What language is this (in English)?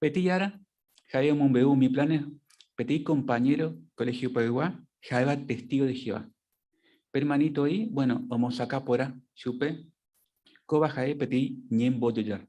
Guarani